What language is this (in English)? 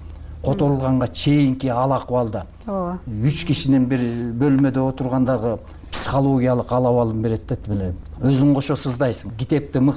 Kyrgyz